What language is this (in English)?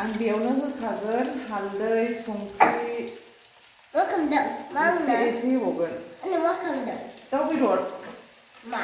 Bodo